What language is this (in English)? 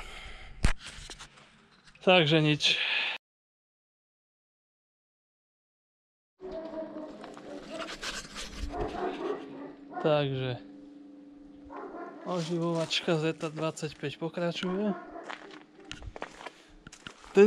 Slovak